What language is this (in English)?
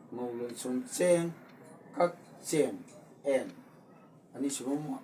Manipuri